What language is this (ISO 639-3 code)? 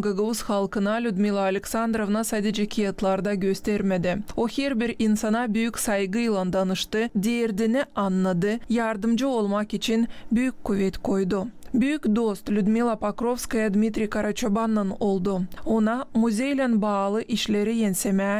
gag